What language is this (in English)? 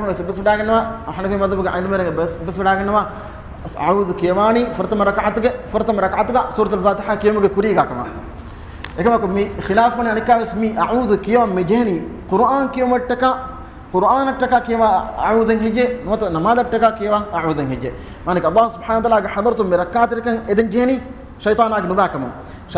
Divehi